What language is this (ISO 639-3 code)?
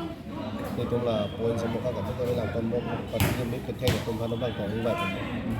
mjw